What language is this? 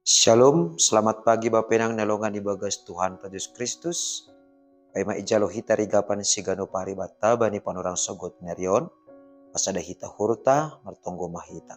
Batak Simalungun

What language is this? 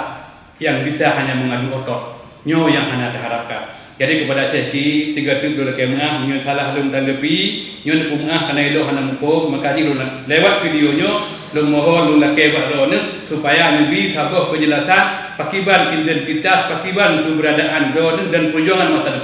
Achinese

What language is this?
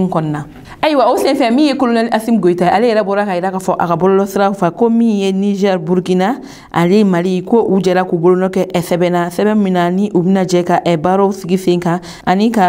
Bambara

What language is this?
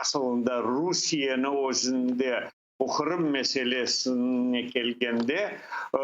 Crimean Tatar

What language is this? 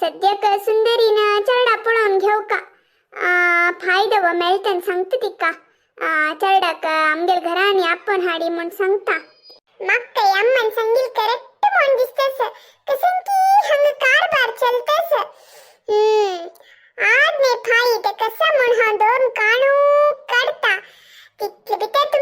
Konkani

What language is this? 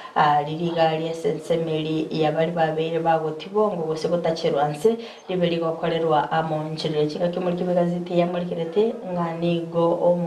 Gusii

